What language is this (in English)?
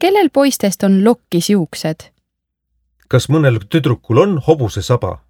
Estonian